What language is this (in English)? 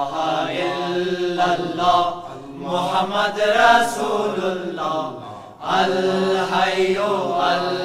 Persian